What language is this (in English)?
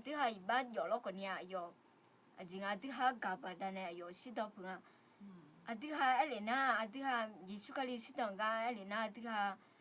Akha